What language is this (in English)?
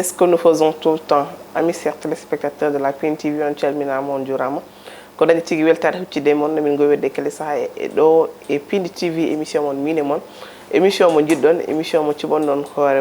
Fula